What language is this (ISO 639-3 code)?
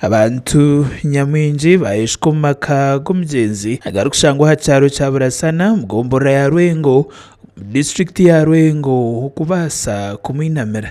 nyn